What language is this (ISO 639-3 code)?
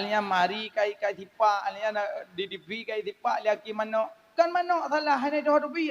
ace